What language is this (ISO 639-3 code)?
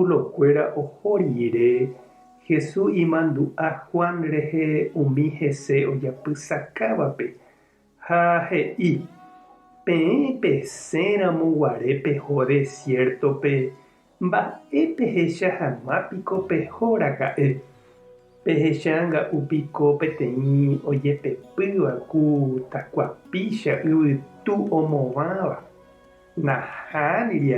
grn